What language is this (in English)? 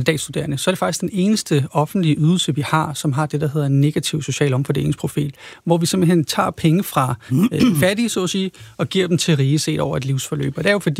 Danish